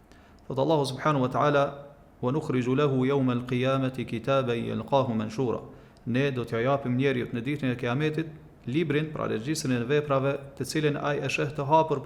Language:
Albanian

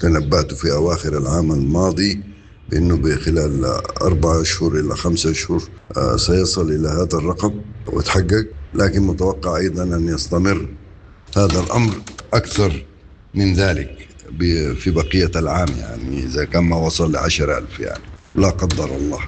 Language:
Sudanese Arabic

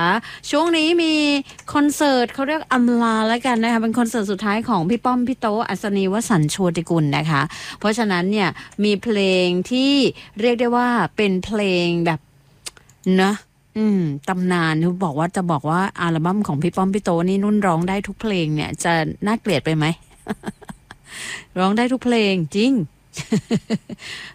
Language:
Thai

